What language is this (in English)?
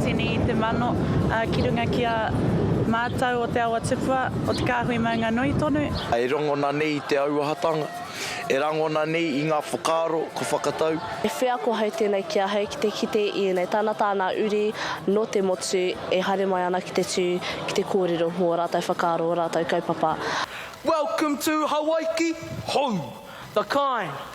Māori